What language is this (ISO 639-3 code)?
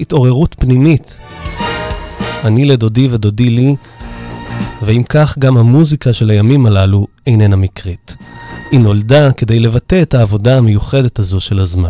heb